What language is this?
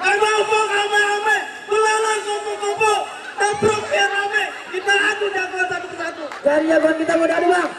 Betawi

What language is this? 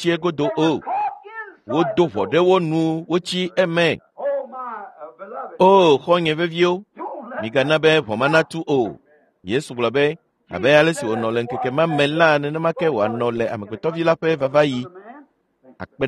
Ewe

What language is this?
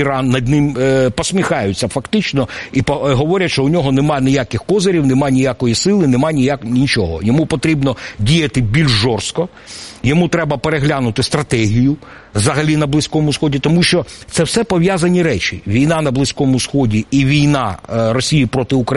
Ukrainian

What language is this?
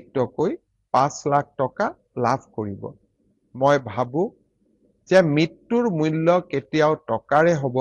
Assamese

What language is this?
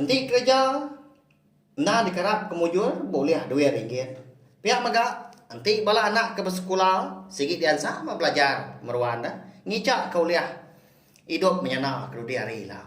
Iban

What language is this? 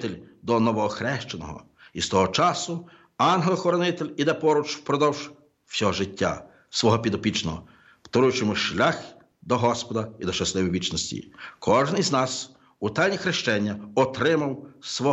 Ukrainian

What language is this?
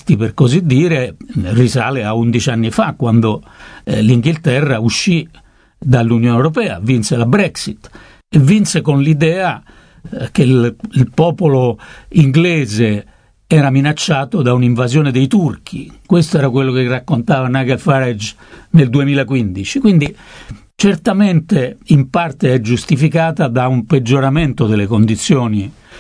Italian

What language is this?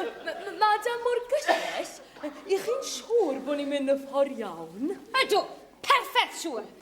Welsh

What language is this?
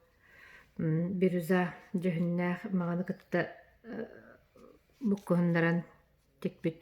Yakut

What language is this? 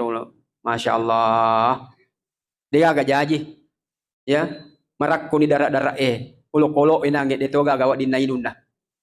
Buginese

